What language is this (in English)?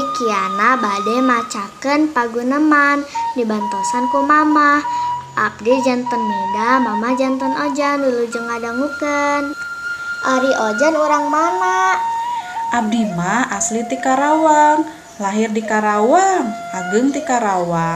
Sundanese